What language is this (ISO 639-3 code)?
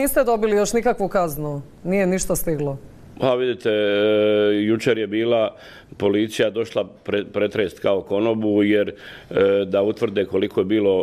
hrv